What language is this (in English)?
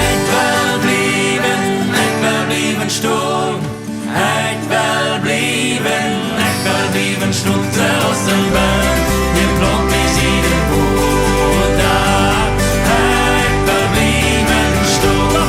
Plautdietsch